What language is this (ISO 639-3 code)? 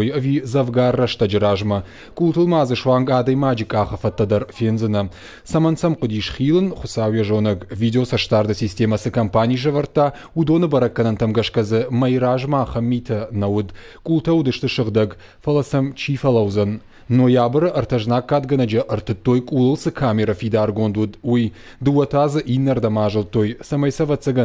oss